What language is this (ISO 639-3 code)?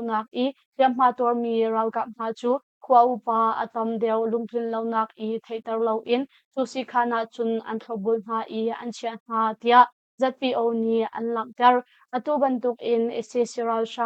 cnh